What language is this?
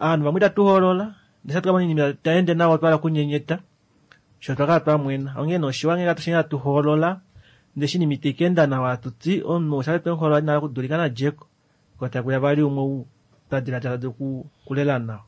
Kuanyama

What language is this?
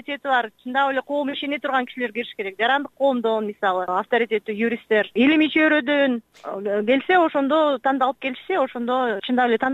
Kyrgyz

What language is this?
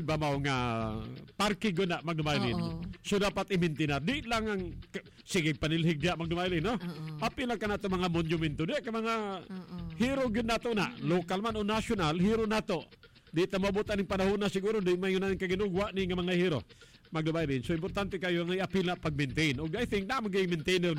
Cebuano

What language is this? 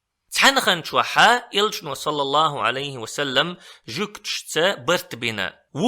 Chechen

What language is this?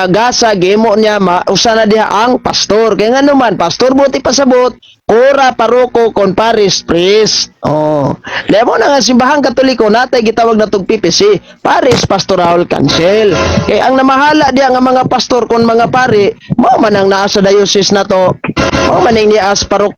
Cebuano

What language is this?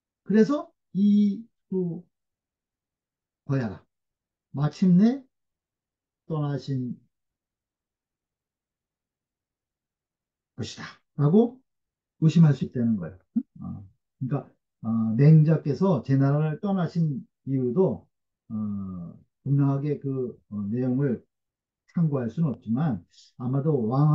Korean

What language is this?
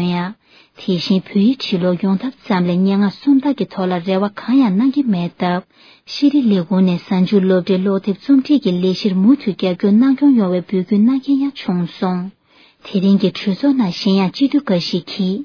Tibetan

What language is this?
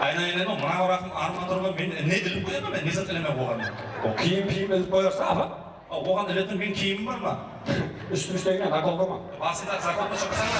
Kara-Kalpak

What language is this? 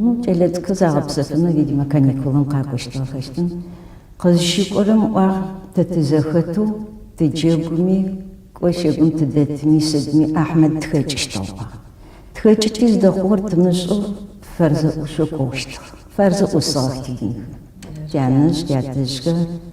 Adyghe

